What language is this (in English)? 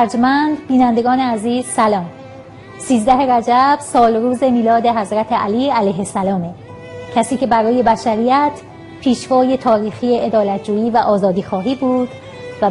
Persian